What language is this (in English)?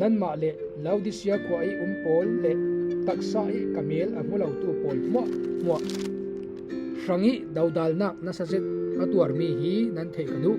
Falam Chin